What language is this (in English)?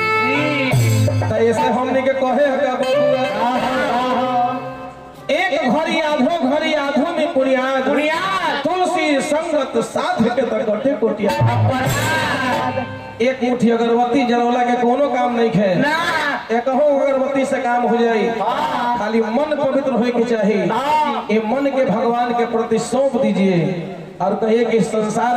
Bhojpuri